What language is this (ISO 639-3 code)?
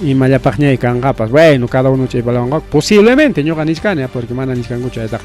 quy